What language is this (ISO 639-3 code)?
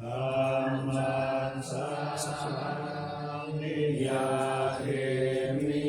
pli